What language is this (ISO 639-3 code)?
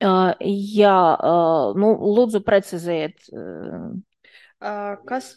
lav